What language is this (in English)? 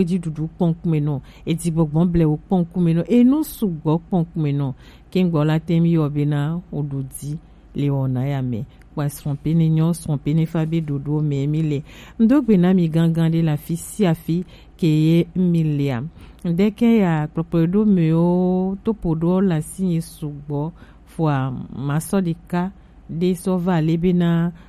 Gen